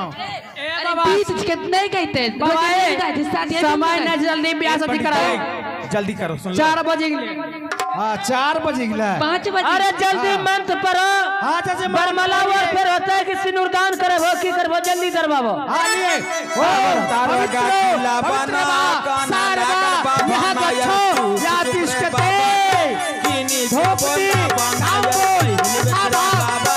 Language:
Maithili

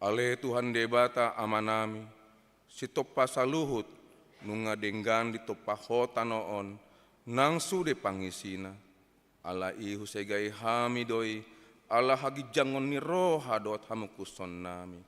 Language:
Batak Toba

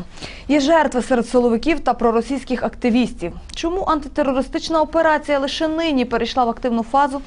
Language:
Ukrainian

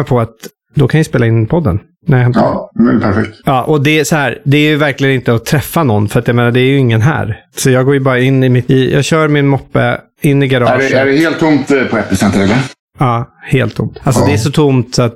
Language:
Swedish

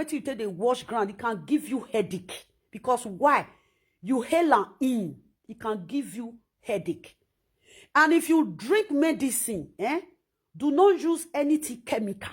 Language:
Nigerian Pidgin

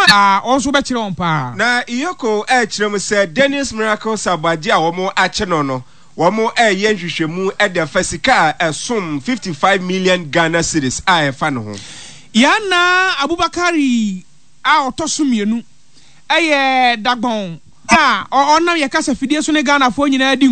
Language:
Akan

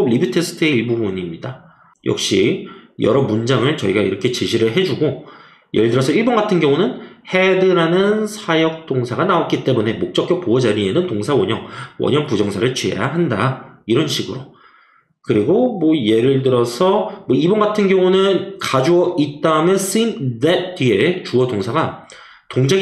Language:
Korean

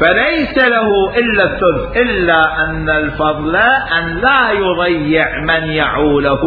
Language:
Mesopotamian Arabic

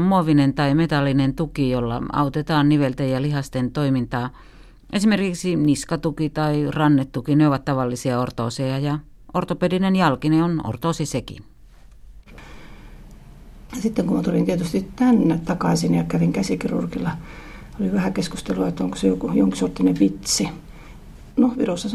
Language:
Finnish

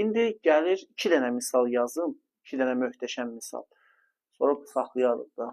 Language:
Azerbaijani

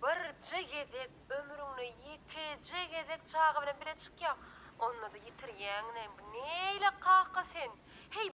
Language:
Turkmen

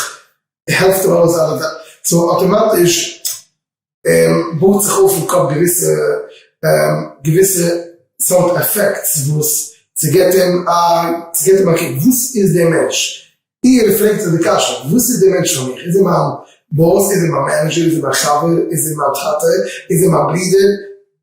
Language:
Yiddish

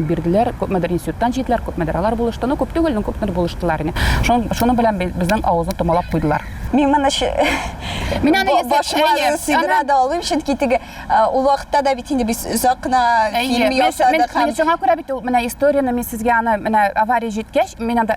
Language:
Tatar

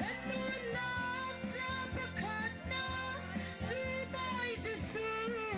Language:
Hakha Chin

